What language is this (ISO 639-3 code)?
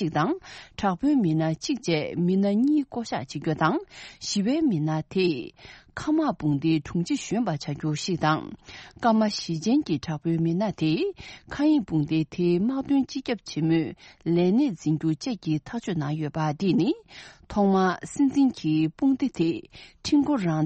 bod